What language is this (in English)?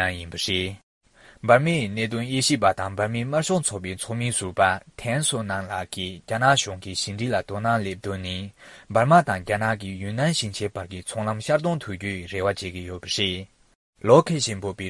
Tibetan